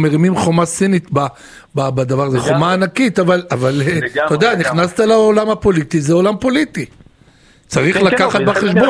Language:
Hebrew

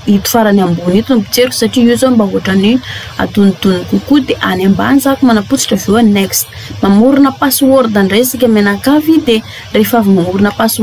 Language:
Malagasy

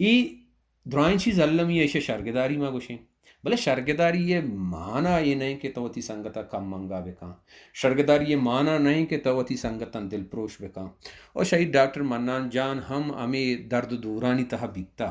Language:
Baluchi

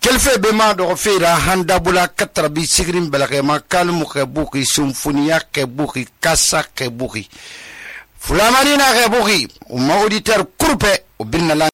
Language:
Susu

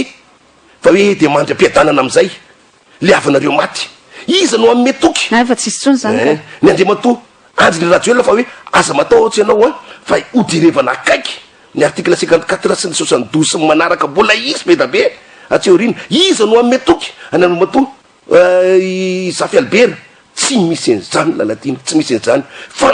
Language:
Malagasy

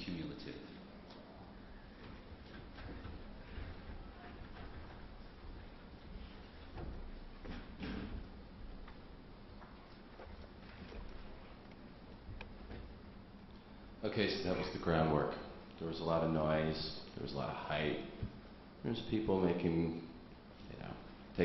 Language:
English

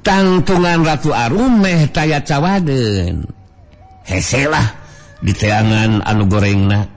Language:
Sundanese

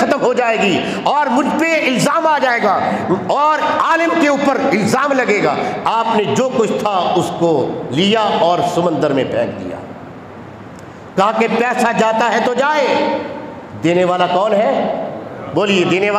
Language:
Urdu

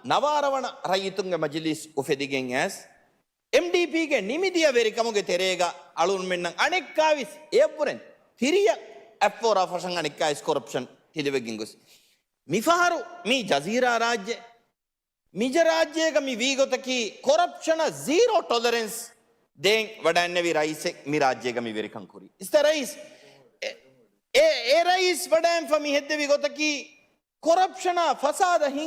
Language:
Divehi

